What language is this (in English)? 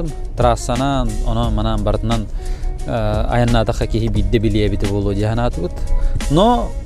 Yakut